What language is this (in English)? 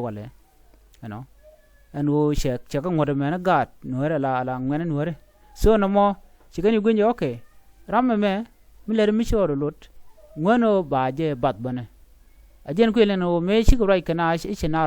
Nuer